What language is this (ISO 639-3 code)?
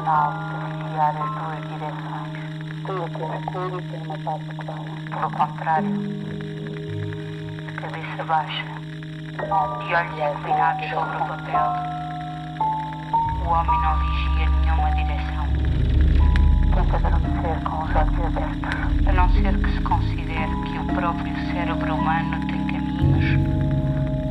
por